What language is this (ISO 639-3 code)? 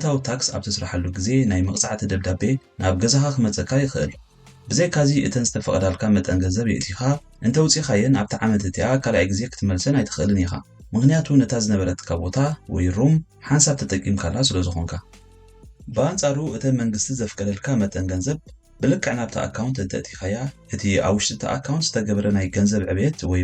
tir